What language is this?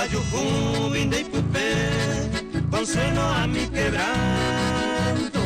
Guarani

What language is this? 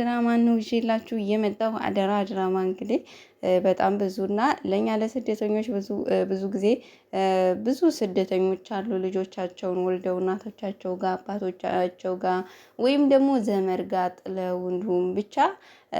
Amharic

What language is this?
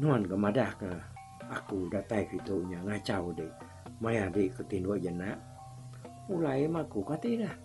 Iban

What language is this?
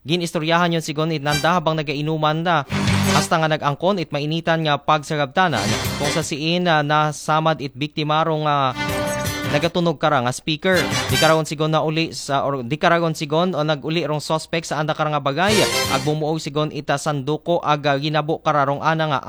Aklanon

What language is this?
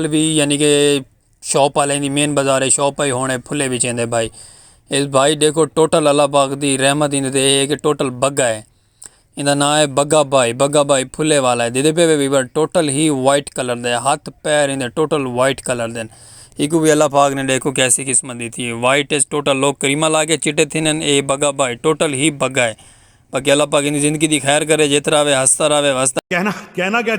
Saraiki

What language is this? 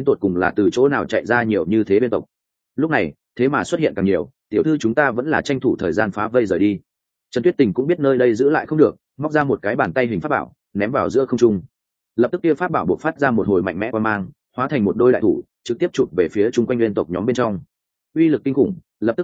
Vietnamese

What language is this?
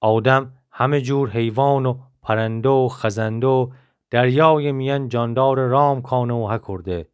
Gilaki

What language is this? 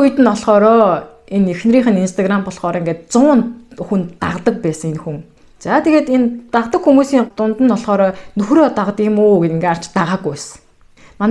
Mongolian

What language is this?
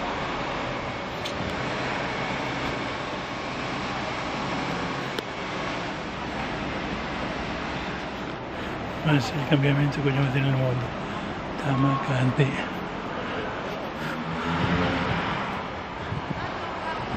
Italian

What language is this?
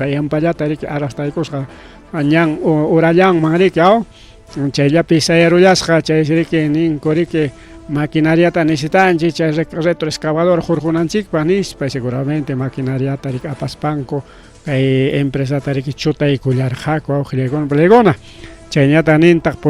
Ayacucho Quechua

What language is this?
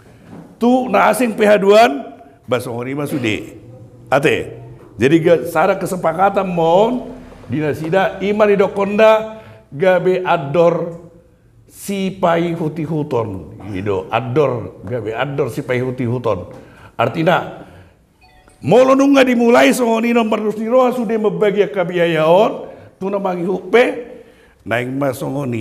Batak Toba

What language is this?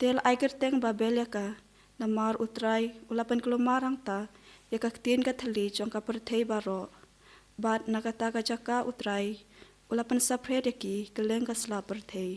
Khasi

